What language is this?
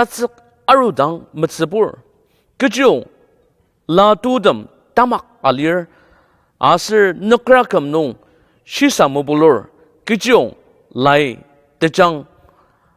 Ao Naga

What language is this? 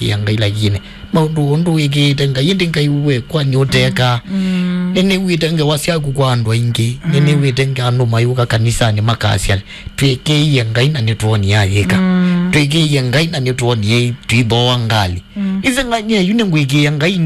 Kamba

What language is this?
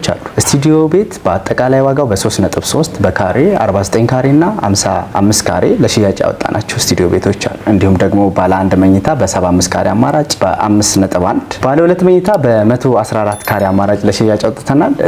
Amharic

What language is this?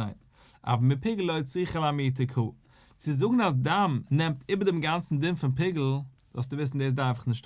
Yiddish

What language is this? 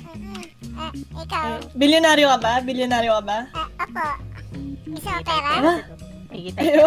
Filipino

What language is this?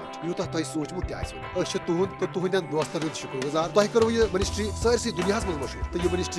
Kashmiri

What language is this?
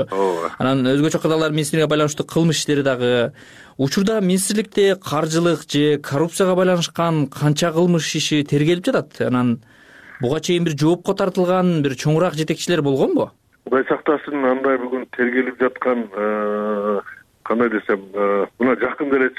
Kyrgyz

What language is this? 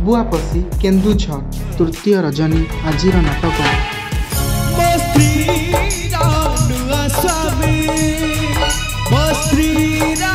Odia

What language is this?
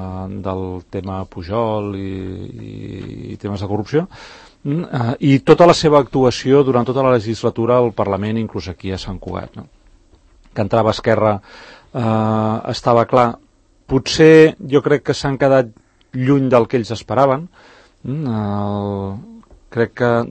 Catalan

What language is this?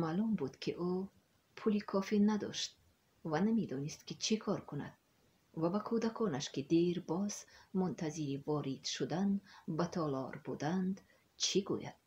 Tajik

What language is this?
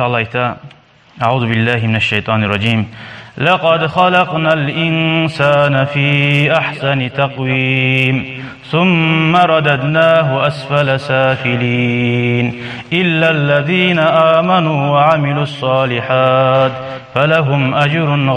Kumyk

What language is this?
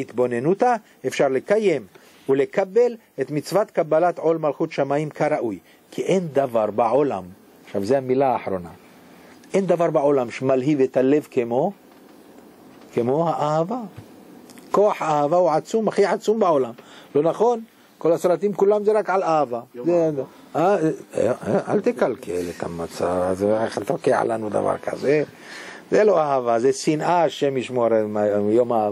Hebrew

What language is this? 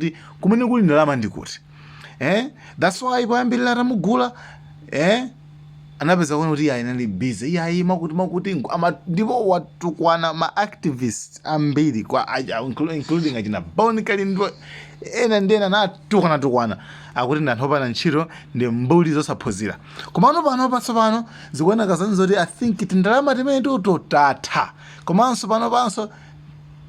Nyanja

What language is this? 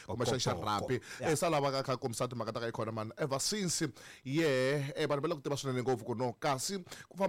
Tsonga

